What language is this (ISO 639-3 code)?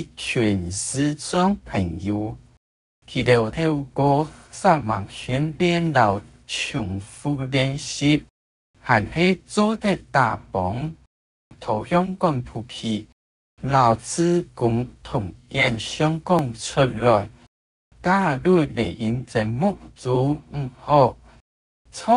hak